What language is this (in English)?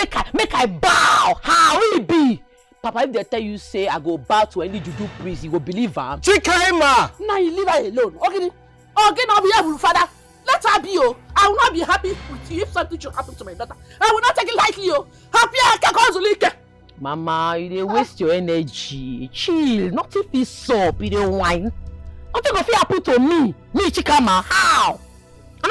Nigerian Pidgin